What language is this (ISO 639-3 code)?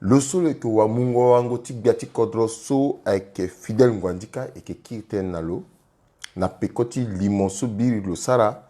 sag